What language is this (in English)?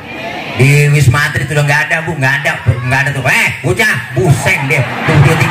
Betawi